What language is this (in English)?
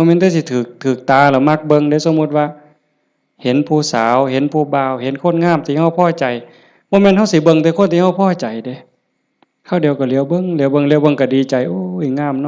Lao